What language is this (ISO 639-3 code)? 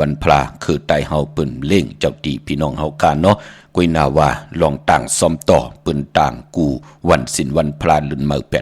shn